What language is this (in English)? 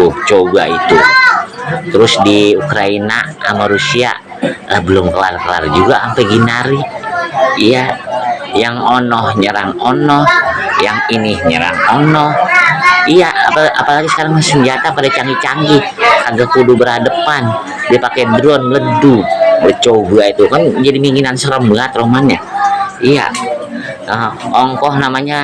Betawi